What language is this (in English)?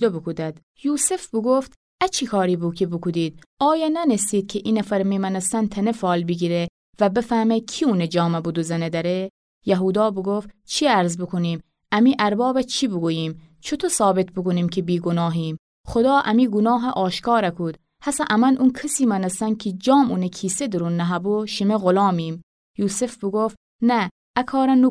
Gilaki